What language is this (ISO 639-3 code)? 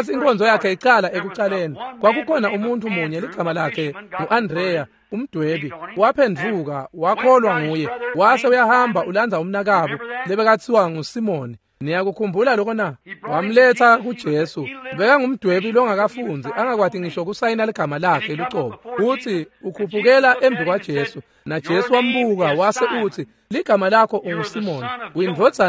ssw